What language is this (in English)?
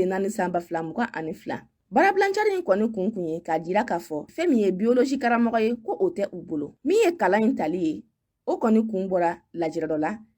Bambara